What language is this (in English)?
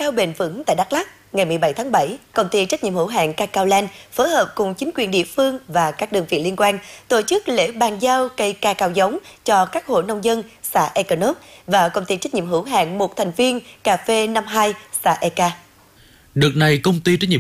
Vietnamese